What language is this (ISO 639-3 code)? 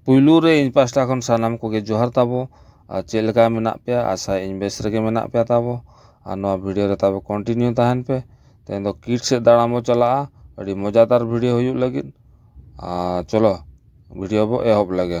sat